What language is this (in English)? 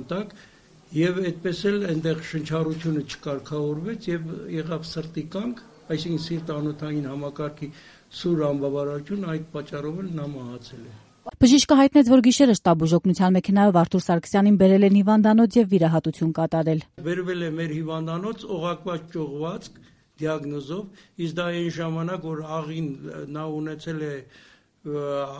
Armenian